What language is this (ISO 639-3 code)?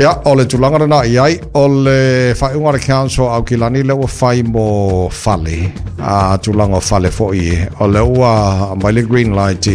smo